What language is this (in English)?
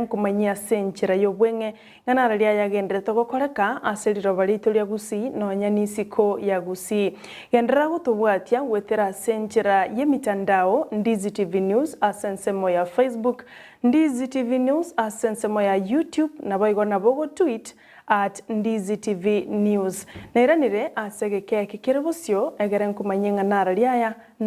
Gusii